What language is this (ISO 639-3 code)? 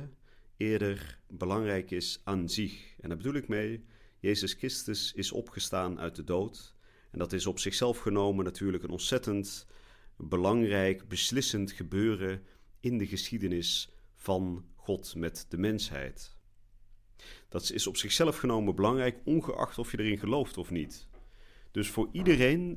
nld